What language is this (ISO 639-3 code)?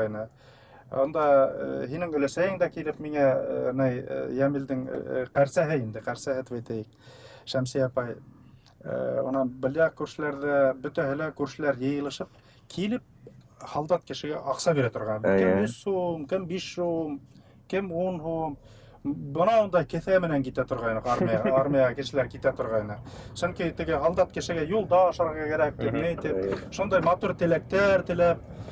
bak